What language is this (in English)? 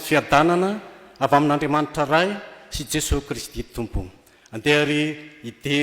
Malagasy